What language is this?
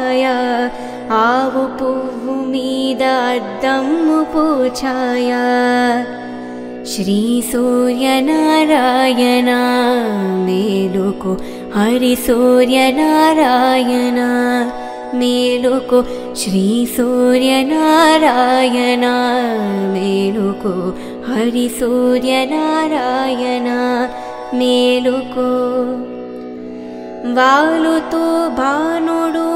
Telugu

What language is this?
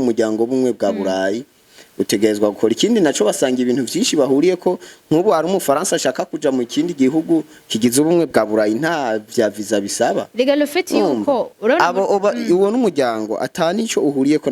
Rundi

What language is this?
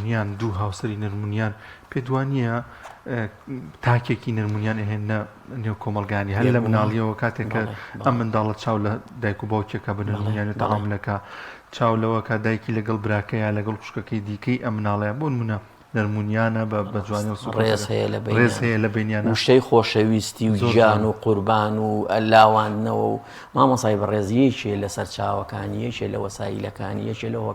Central Kurdish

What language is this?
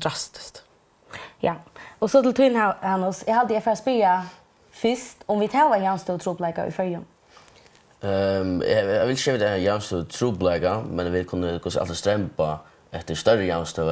Faroese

